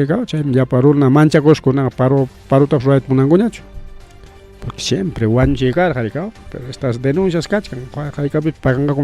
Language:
Ayacucho Quechua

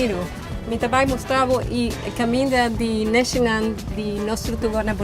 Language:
Papiamento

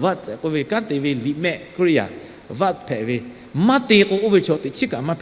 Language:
Lahu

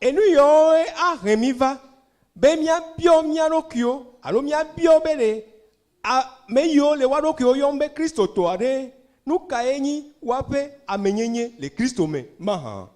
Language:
Ewe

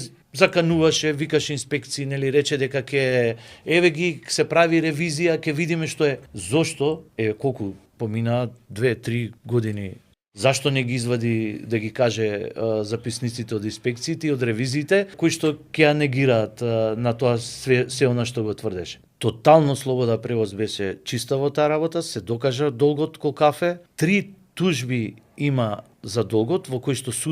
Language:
Macedonian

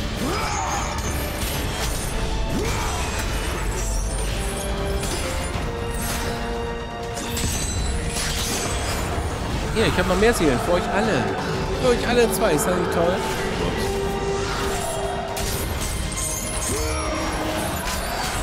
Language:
German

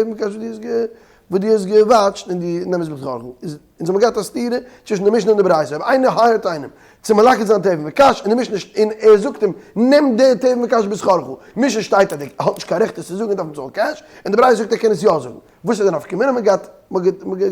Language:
Yiddish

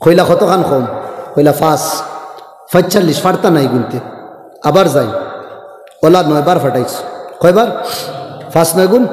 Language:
Sylheti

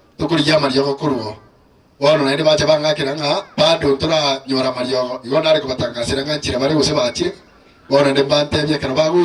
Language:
Gusii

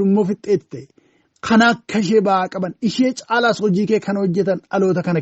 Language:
Oromo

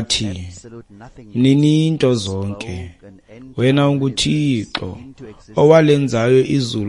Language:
Xhosa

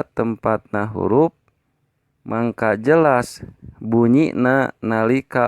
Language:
Sundanese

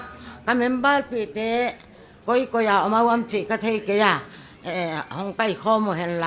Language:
Paite Chin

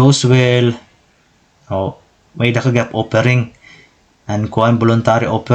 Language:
Waray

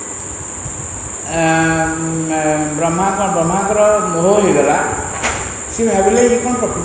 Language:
Odia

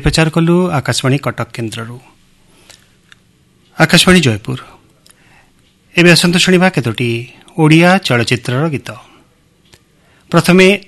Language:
Odia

